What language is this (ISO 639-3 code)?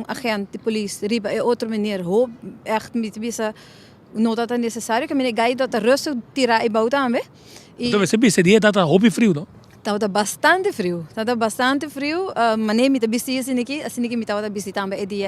pap